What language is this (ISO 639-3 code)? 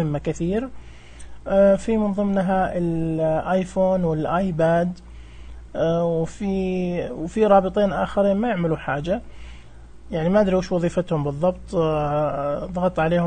ars